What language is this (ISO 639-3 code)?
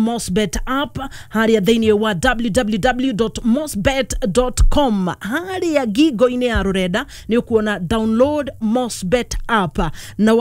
kik